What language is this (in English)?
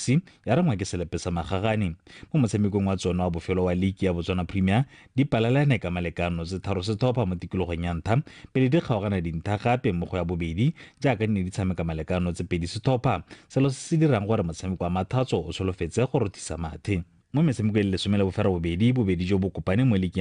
Tswana